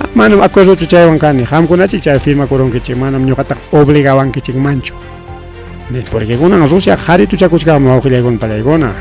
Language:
Ayacucho Quechua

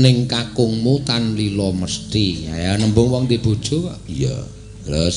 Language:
Javanese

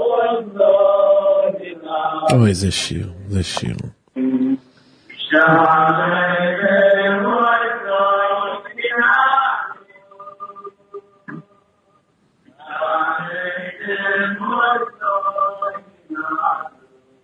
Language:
Hebrew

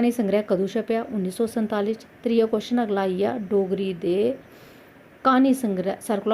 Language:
Dogri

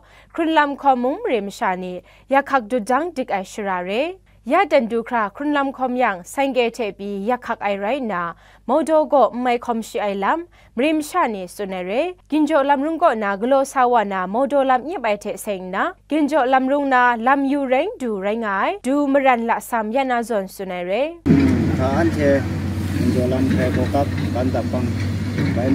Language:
Kachin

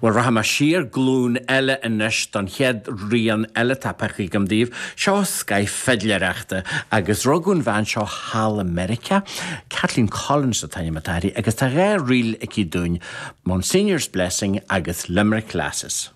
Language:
Irish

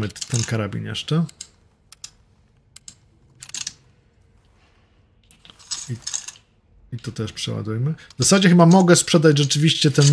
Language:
Polish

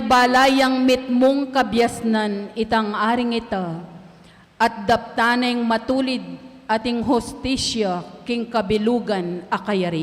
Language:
Pampanga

